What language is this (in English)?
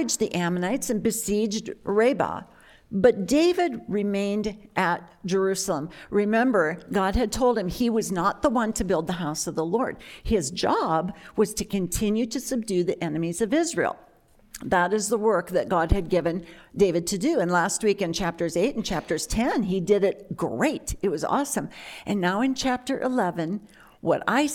English